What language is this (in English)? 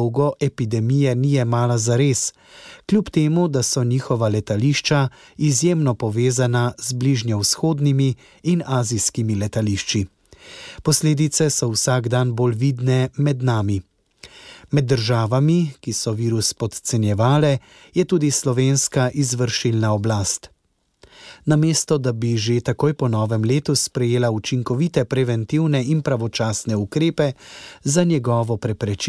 Slovenian